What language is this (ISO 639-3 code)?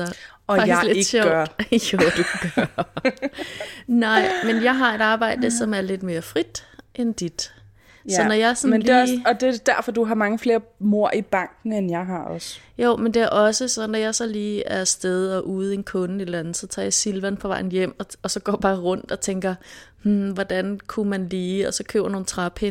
dan